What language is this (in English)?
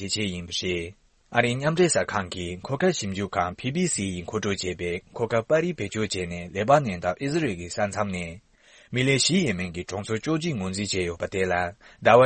Tibetan